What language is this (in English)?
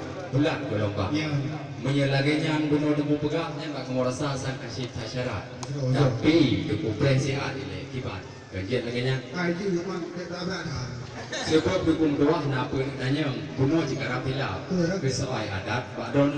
Achinese